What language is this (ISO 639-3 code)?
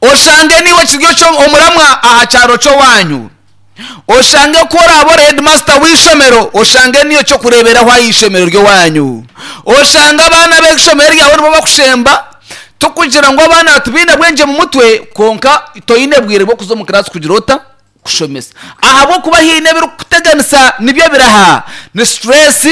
nyn